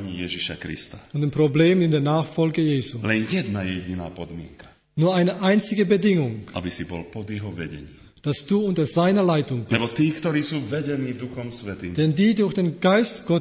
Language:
Slovak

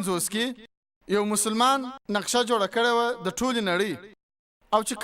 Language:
Pashto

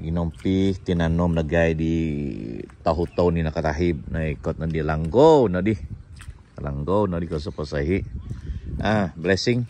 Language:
Central Dusun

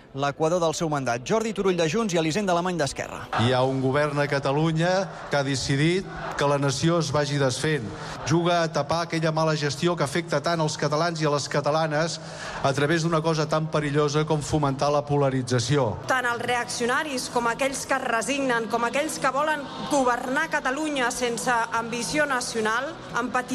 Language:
Catalan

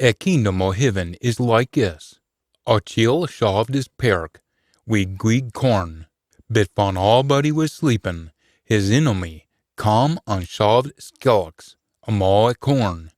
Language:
Scots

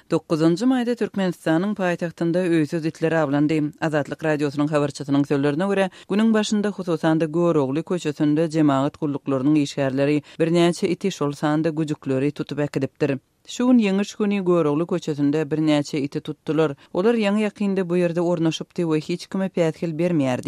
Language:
Turkmen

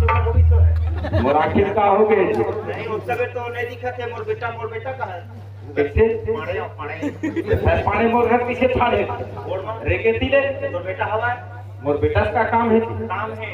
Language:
Chhattisgarhi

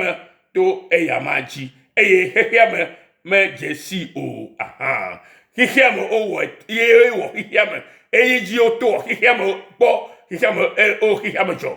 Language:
Ewe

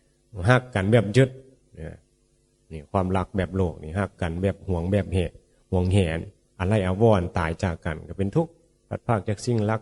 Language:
Northeastern Thai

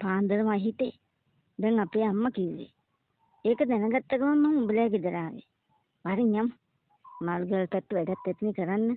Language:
Sinhala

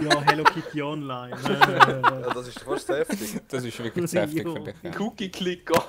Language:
Swiss German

